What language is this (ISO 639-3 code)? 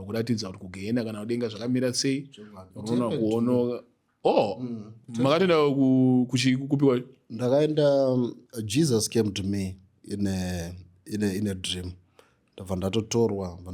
sna